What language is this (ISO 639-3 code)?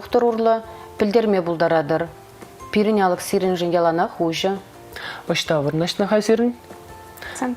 chv